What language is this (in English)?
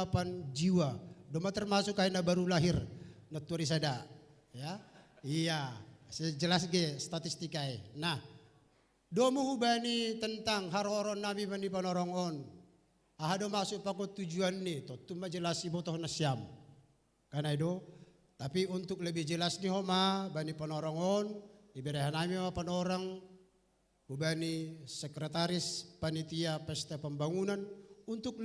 Batak Simalungun